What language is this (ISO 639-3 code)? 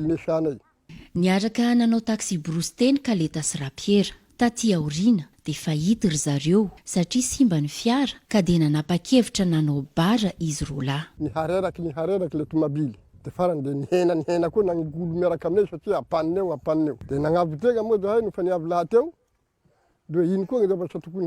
mlg